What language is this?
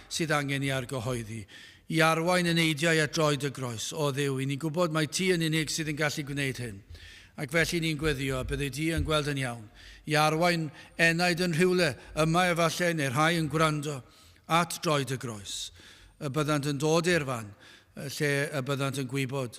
Welsh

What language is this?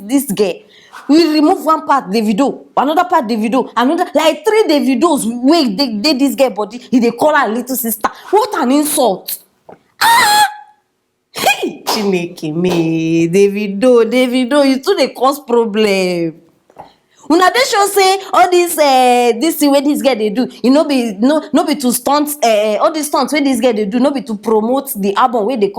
Nigerian Pidgin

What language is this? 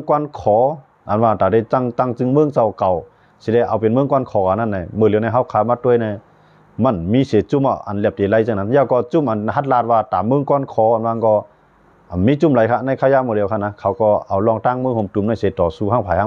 Shan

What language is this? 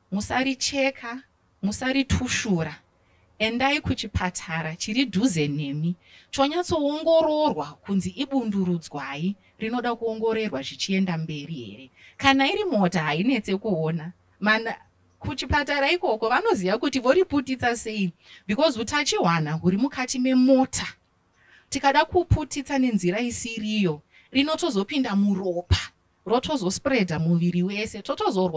Shona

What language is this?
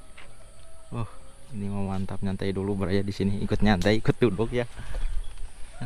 Indonesian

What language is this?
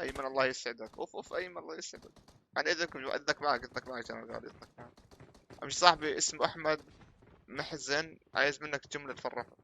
North Levantine Arabic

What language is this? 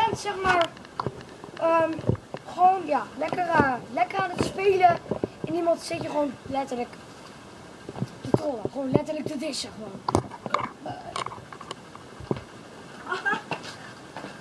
Dutch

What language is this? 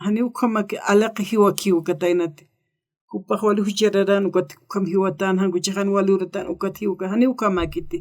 Aymara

